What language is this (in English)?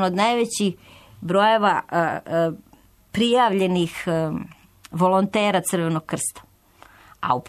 Serbian